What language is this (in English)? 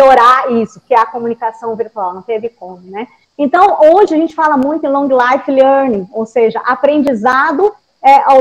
Portuguese